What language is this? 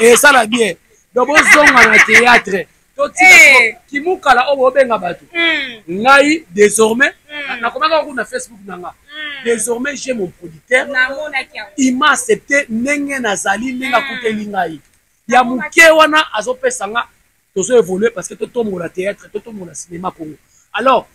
Lingala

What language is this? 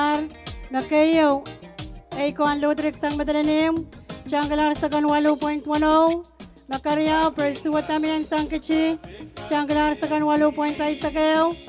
Pohnpeian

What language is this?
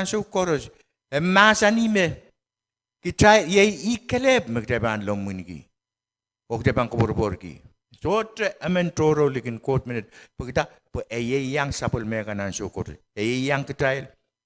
Pohnpeian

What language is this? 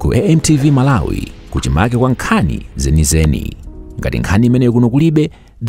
Nyanja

